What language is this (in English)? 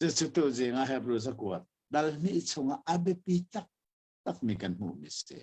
Hakha Chin